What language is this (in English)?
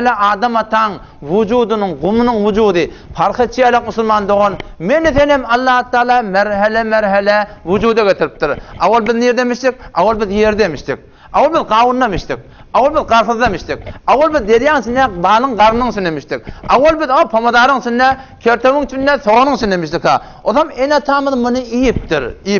Turkmen